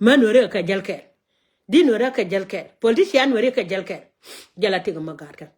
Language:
Nuer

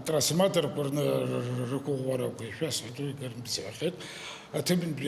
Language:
Abkhazian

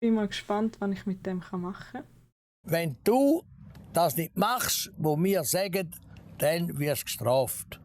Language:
Swiss German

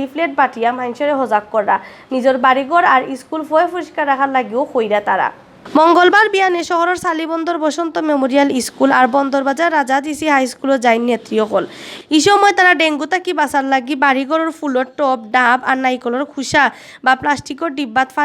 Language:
Sylheti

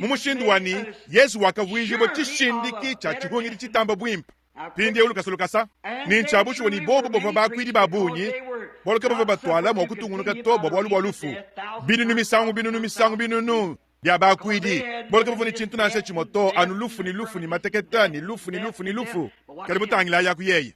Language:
Luba-Lulua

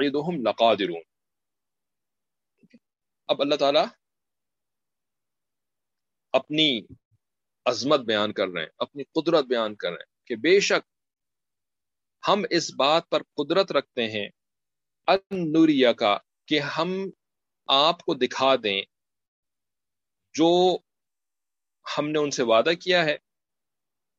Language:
Urdu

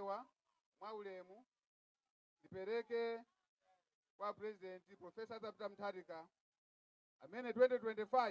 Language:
Nyanja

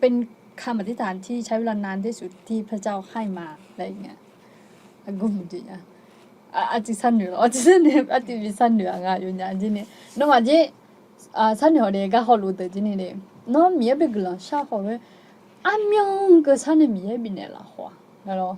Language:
Akha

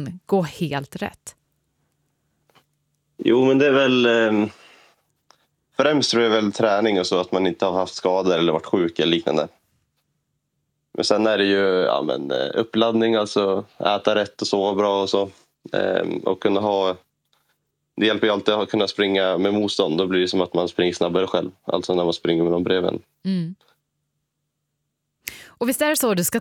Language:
Swedish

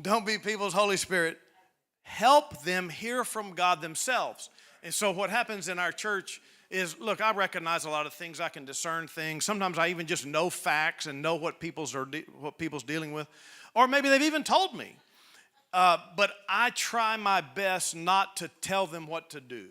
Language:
English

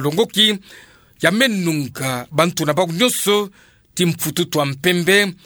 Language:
Kituba (Democratic Republic of Congo)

